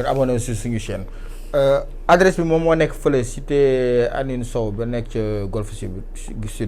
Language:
Wolof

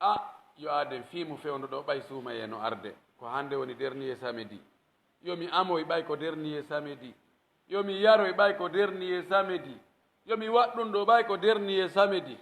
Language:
Pular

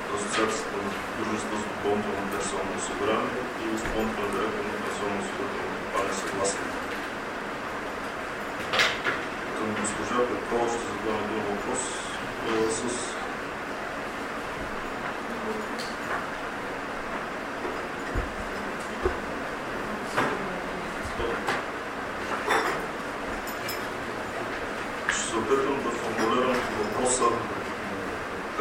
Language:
Bulgarian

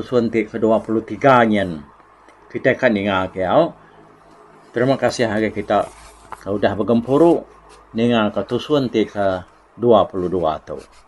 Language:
Iban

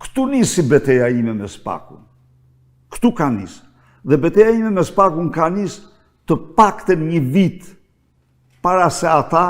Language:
Albanian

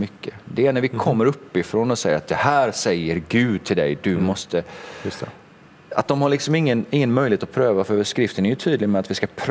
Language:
Swedish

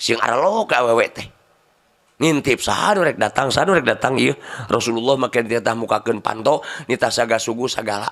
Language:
Sundanese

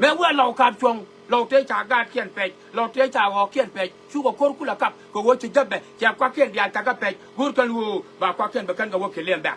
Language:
Nuer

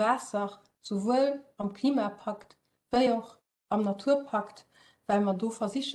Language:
Luxembourgish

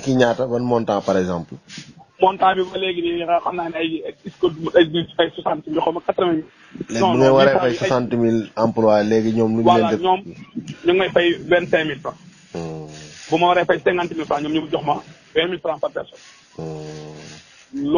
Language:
Wolof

